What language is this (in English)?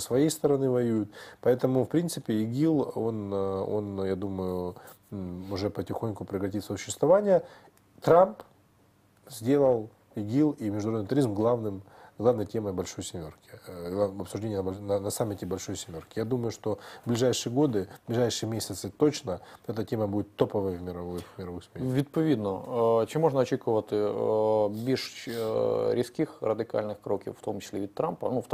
Russian